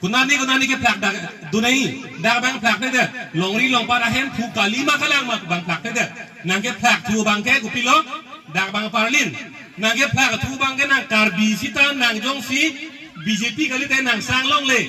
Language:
Karbi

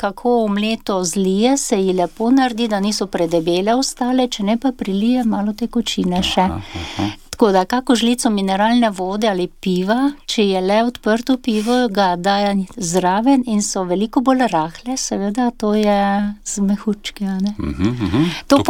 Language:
Slovenian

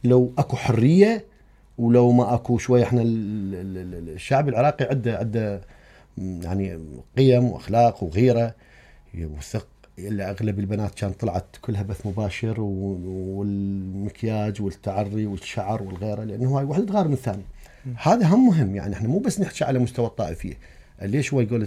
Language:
Mesopotamian Arabic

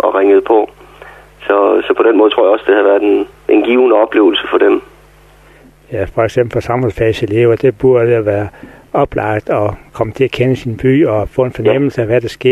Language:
Danish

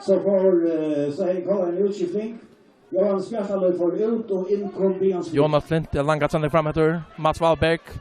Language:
Faroese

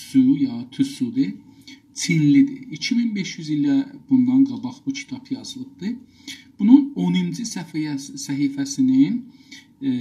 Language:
South Azerbaijani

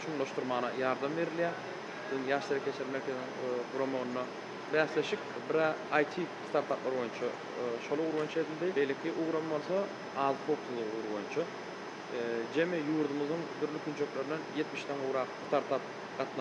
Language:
Turkmen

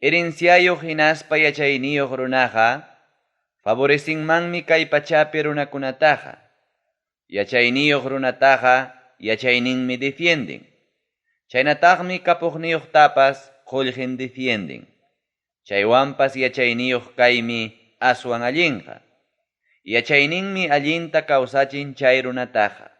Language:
Ayacucho Quechua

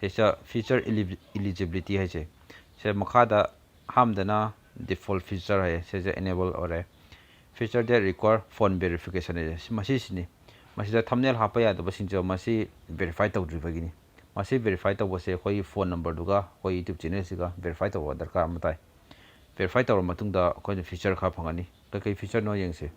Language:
Manipuri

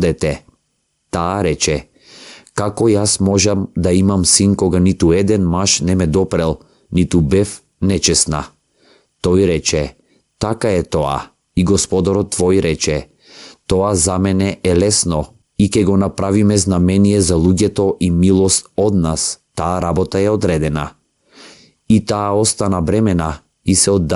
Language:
Macedonian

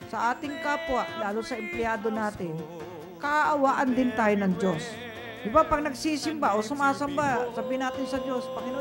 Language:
Filipino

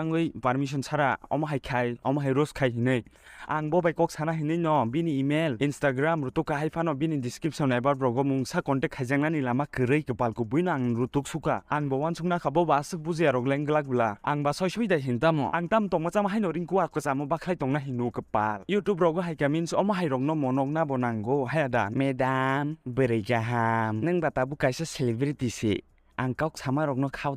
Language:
Kok Borok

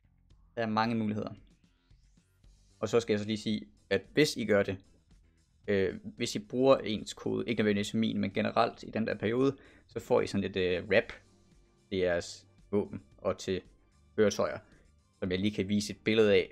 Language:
Danish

